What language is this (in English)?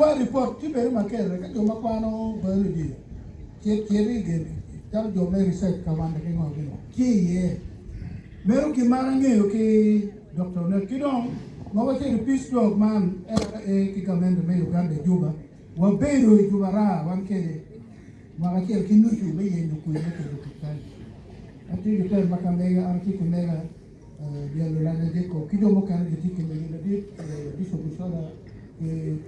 Acoli